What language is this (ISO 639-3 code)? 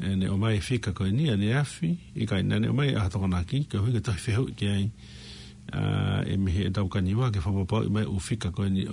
ton